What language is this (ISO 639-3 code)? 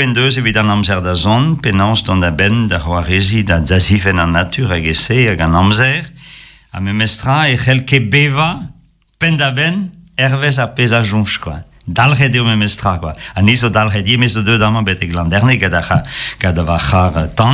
bre